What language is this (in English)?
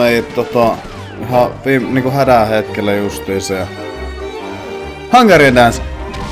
Finnish